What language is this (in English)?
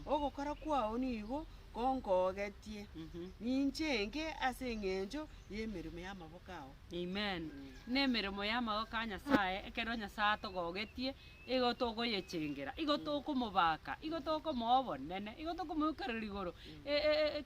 Gusii